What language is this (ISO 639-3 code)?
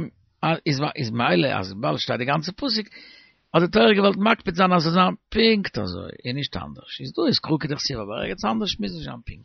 yid